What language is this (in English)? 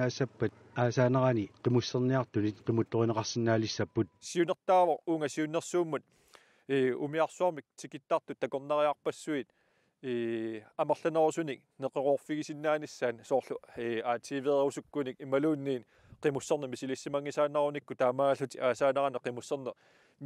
Kalaallisut